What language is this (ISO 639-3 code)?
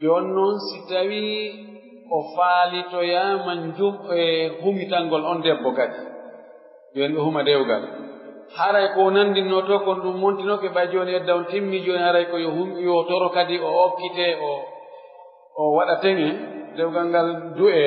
fuf